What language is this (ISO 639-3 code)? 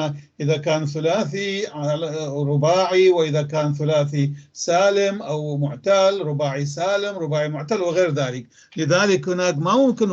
apc